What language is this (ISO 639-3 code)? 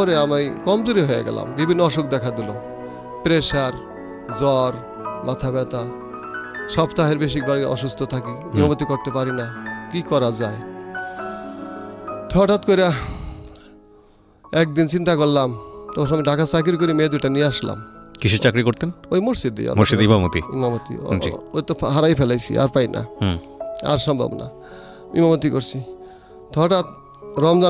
ben